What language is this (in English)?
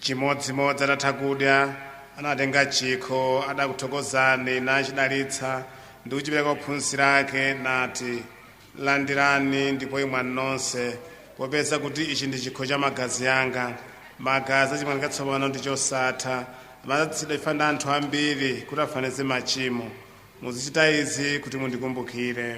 Nyanja